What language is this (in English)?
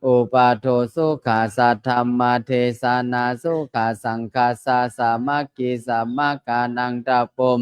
Pali